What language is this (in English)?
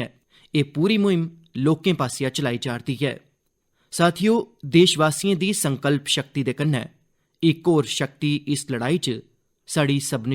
Dogri